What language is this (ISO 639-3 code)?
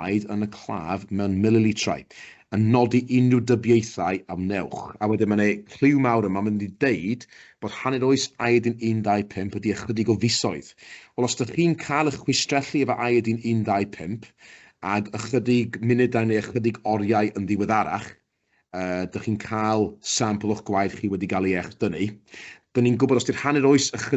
cym